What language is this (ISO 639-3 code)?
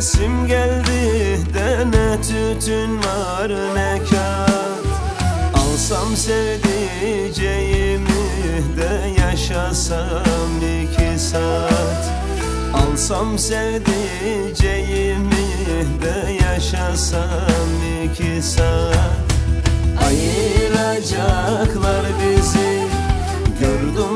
tur